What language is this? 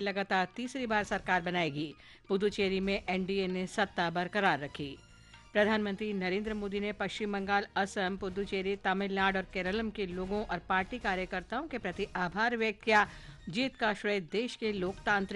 Hindi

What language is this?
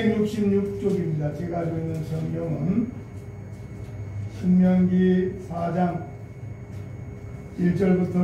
Korean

